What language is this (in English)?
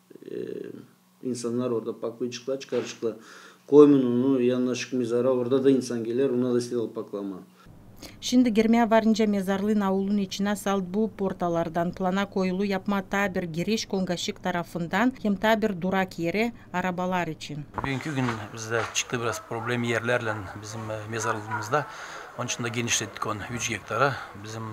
Gagauz